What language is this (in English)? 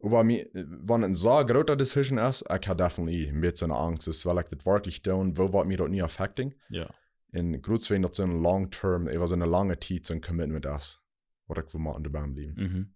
Plautdietsch